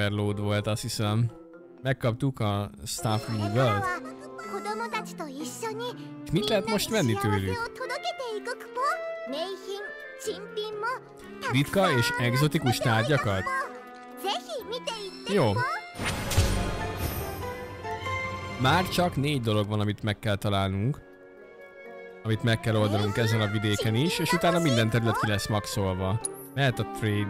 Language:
Hungarian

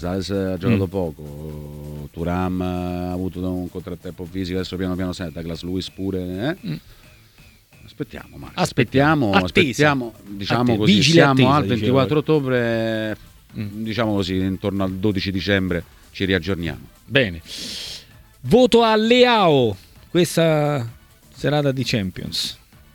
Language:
Italian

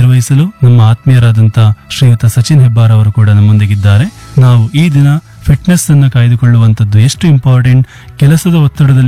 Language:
Kannada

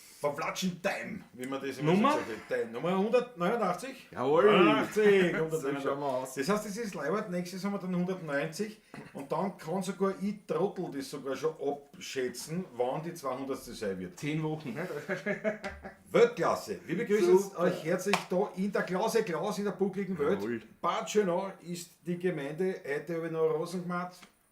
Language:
Bavarian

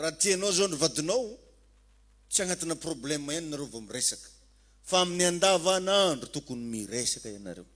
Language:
Malagasy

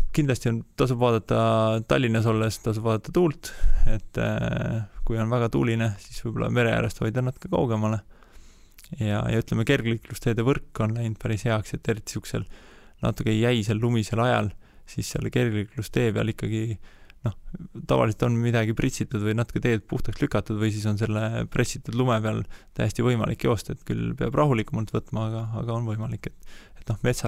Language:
Estonian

